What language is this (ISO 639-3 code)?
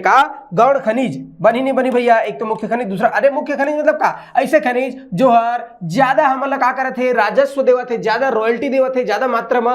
hne